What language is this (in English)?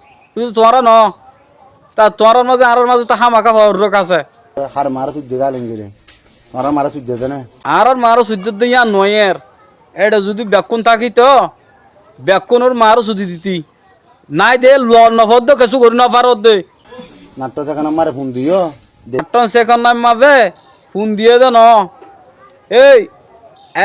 Rohingya